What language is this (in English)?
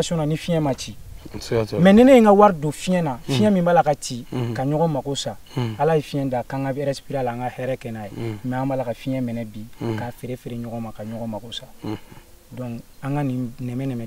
Bambara